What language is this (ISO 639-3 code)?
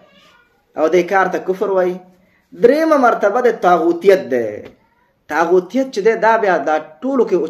pus